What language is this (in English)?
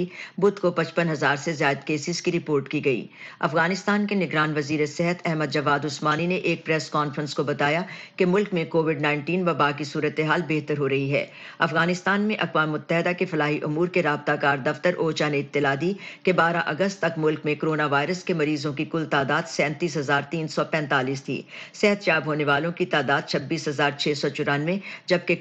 Urdu